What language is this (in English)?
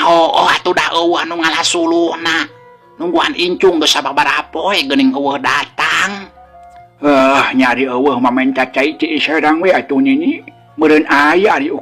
Sundanese